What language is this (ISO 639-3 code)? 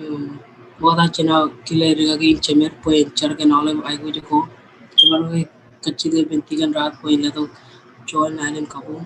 mah